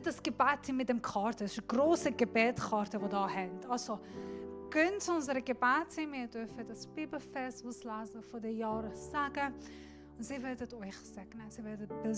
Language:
Swiss German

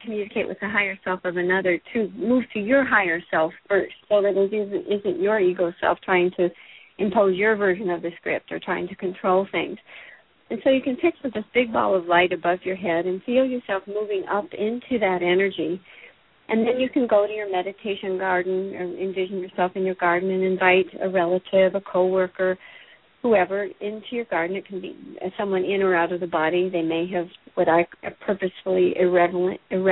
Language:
English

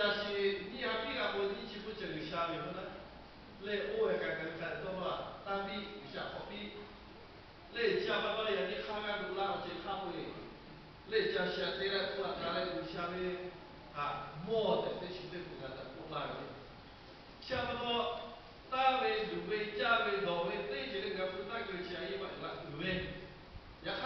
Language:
Lahu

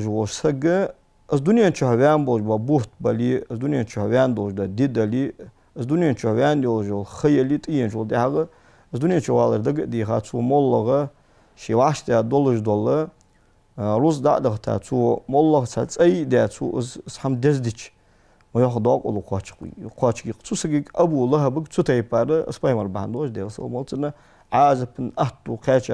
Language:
Ingush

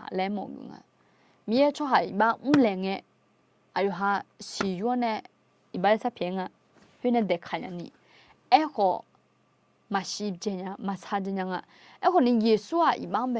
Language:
Akha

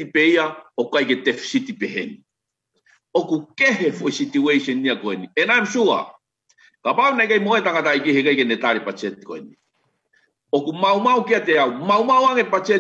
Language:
Tongan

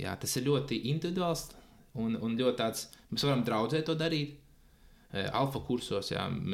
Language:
Latvian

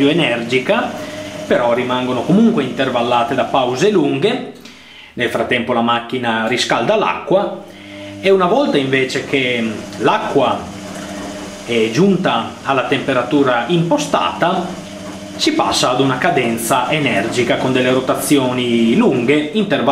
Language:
Italian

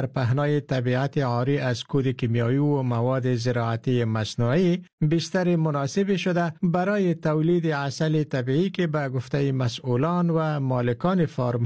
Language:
Persian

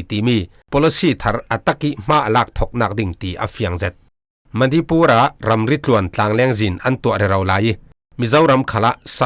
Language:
Falam Chin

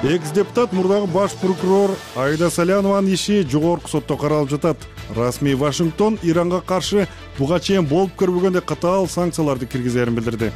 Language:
Kyrgyz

